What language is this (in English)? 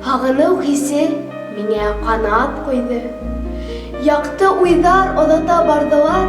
Bashkir